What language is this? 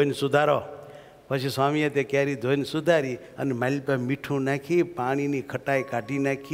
Gujarati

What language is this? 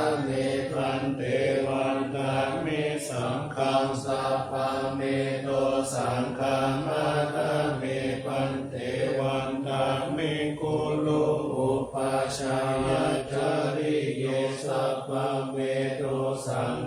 Pali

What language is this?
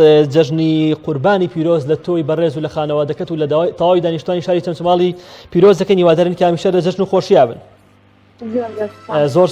Central Kurdish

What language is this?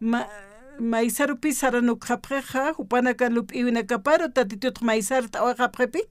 Aymara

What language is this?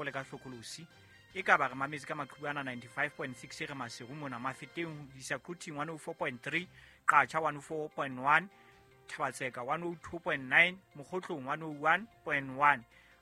Southern Sotho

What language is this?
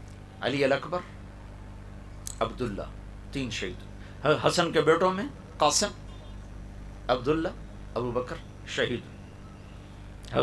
Urdu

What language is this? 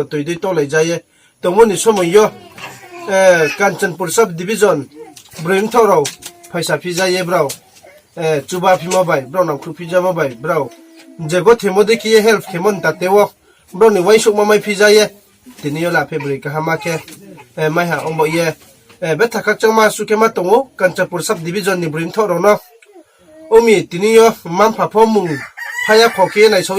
Riang (India)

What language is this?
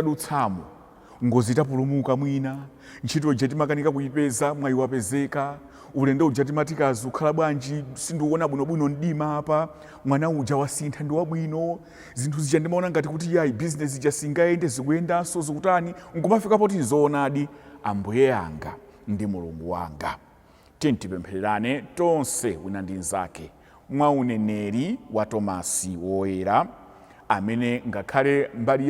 Nyanja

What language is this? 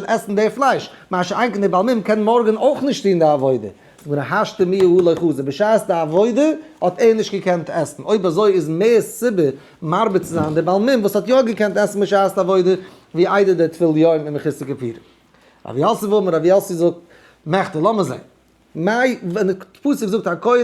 Yiddish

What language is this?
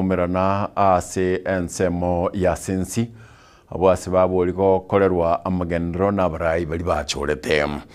Gusii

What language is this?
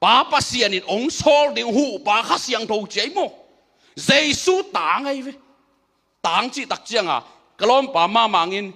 Tedim Chin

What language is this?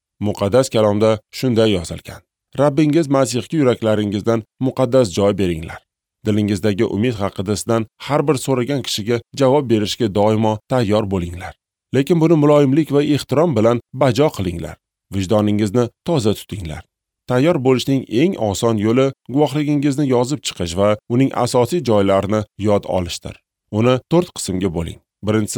Uzbek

